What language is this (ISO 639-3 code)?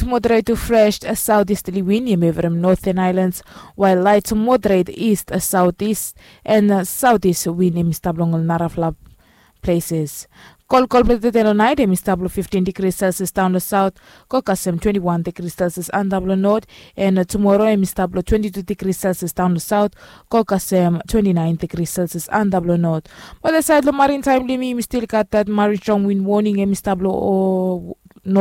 bis